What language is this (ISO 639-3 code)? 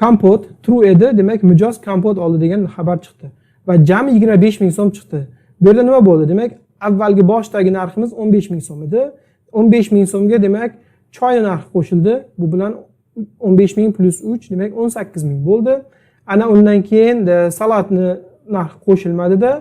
uzb